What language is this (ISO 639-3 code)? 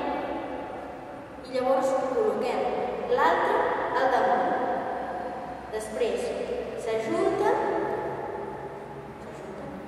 cat